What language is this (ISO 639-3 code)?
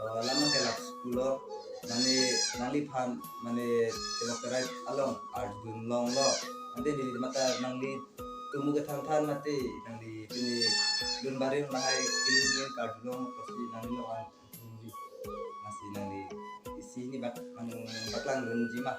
mjw